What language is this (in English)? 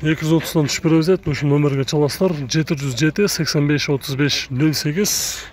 Kyrgyz